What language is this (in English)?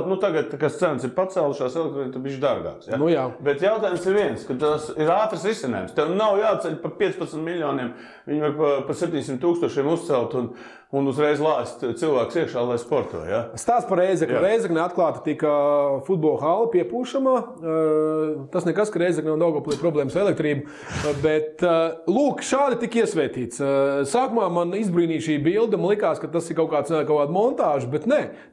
Latvian